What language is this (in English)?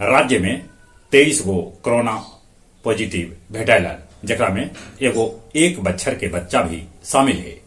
Magahi